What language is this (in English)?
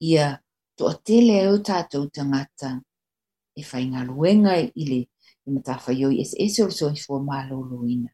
Samoan